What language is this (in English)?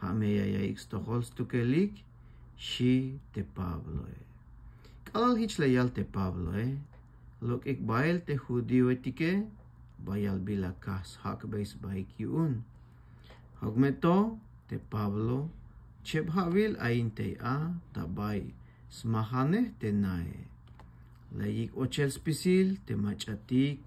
Tzeltal